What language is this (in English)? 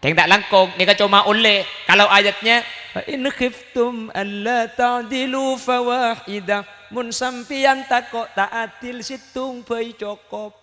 Madurese